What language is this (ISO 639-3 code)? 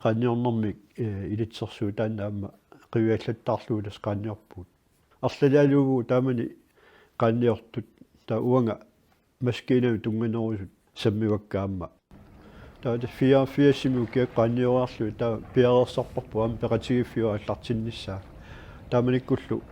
kal